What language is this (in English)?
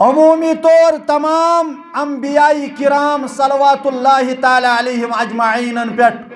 Kashmiri